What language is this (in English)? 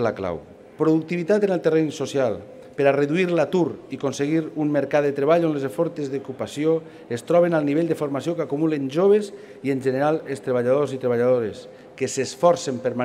Catalan